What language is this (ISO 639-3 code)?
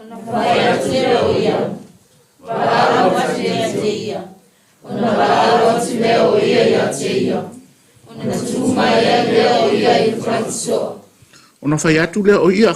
smo